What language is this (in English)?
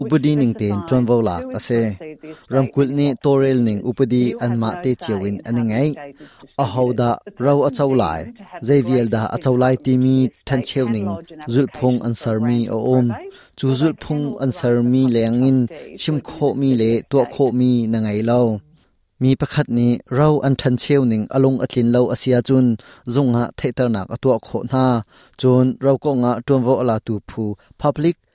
Hakha Chin